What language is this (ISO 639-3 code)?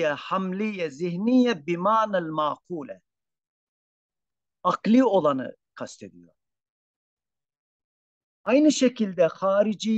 tur